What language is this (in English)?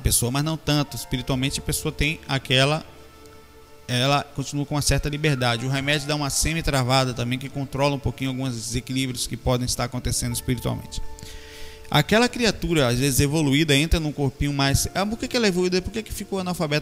Portuguese